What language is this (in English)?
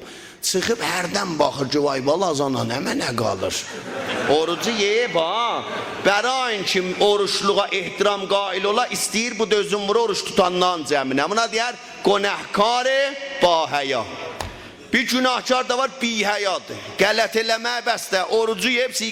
South Azerbaijani